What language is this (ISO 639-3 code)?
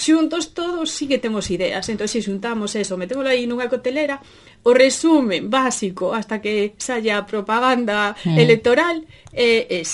glg